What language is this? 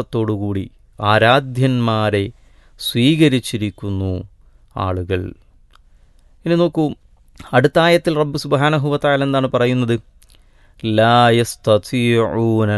Malayalam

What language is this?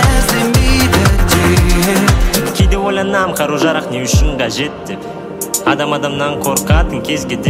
Kazakh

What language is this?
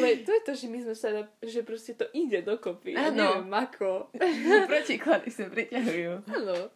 Slovak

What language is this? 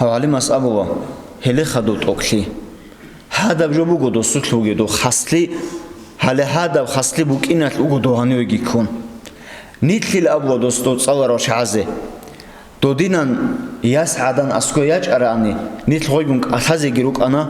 Avaric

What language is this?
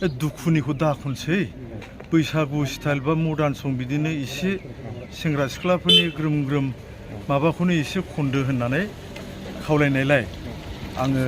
Bodo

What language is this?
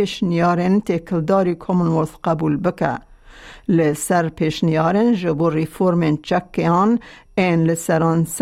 Kurdish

